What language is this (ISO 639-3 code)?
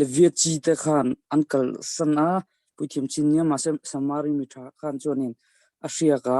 lus